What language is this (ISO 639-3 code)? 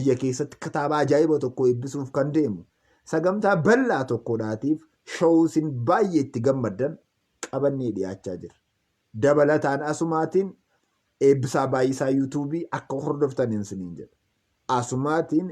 orm